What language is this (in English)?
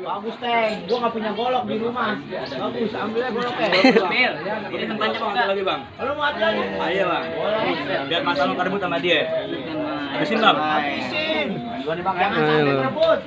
Betawi